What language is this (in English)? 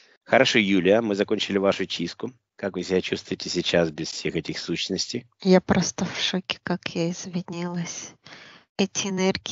Russian